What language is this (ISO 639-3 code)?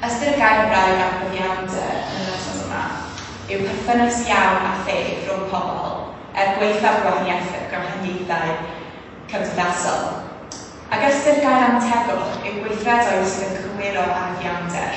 cym